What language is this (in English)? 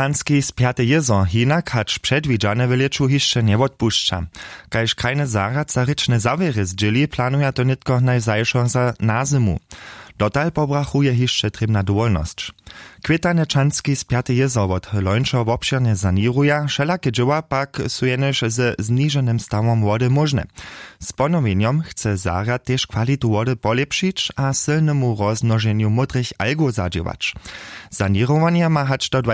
Upper Sorbian